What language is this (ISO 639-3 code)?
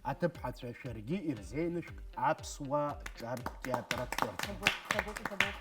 abk